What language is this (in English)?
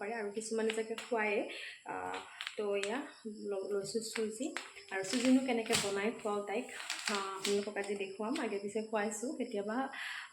Assamese